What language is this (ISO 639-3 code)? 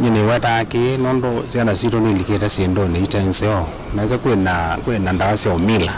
kam